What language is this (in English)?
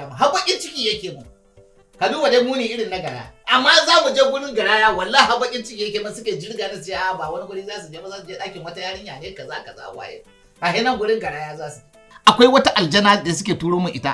Hausa